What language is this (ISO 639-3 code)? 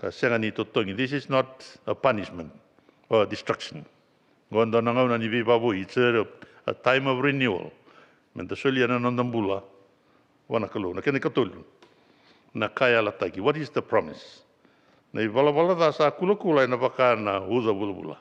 fij